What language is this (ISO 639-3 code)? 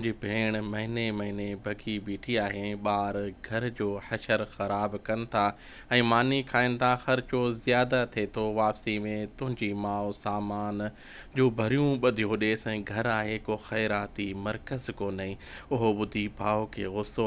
snd